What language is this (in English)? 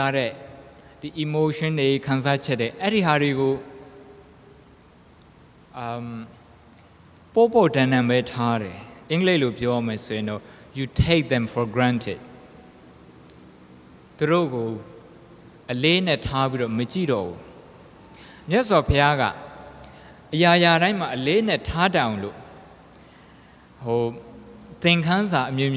Burmese